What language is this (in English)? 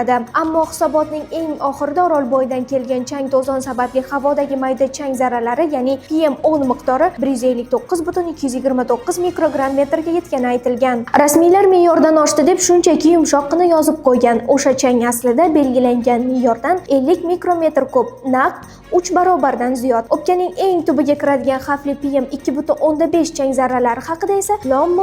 Uzbek